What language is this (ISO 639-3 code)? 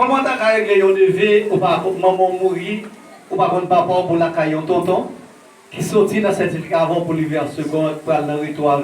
hat